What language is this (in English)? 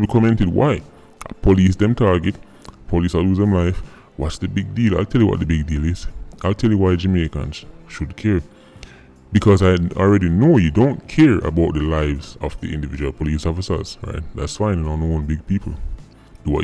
Jamaican Creole English